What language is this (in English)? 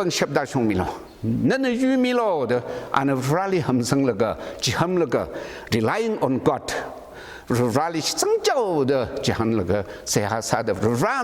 Tangkhul Naga (India)